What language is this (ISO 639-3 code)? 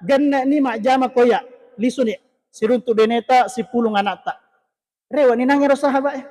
bug